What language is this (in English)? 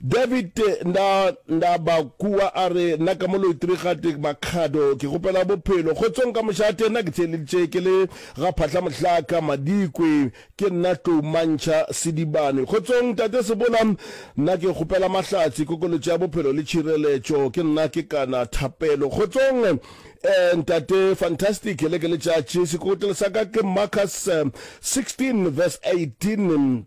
Northern Sotho